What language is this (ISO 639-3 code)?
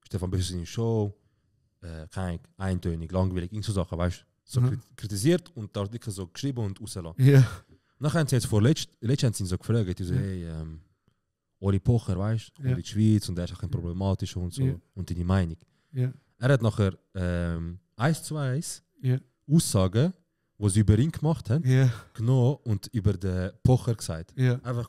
gsw